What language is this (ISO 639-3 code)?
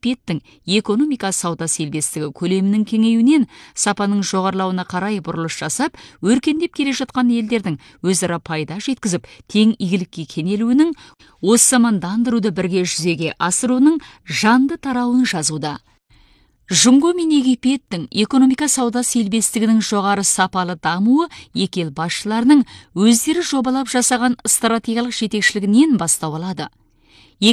kaz